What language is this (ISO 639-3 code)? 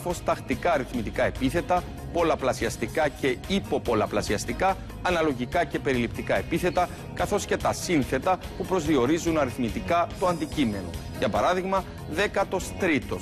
ell